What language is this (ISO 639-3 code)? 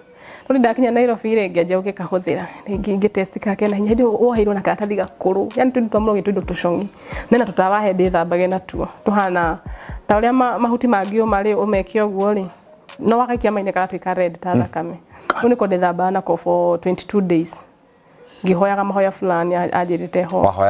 kik